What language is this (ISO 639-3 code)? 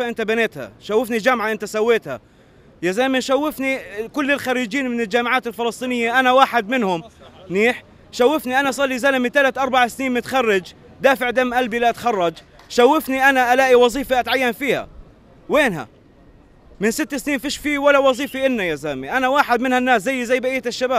ajp